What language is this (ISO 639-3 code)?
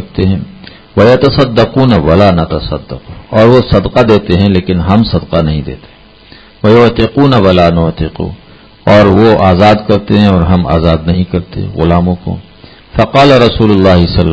urd